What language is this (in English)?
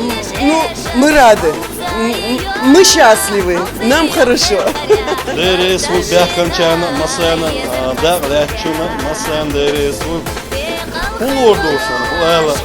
Chechen